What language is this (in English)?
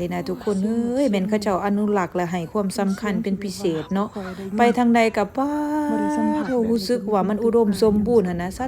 Lao